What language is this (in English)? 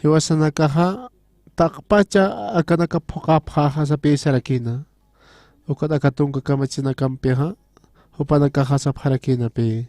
Aymara